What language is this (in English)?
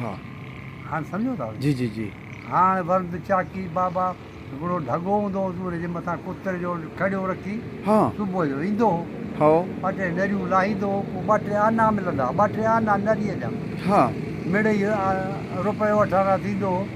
Sindhi